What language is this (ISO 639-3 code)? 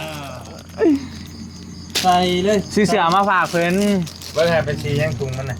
tts